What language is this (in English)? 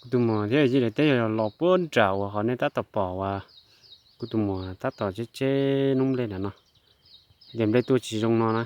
Hmong